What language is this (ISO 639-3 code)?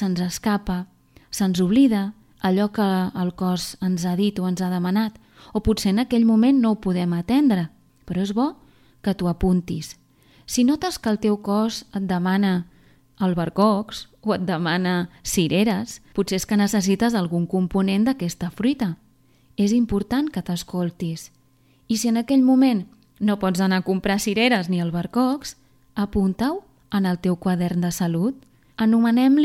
cat